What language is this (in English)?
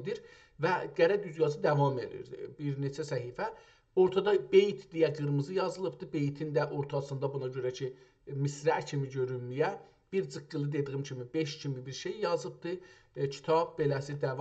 South Azerbaijani